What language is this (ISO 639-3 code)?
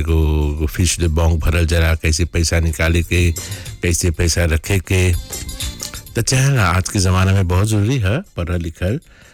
bho